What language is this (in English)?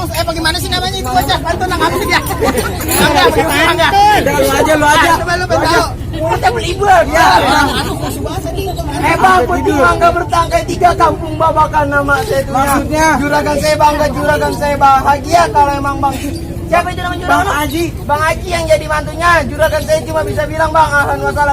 Betawi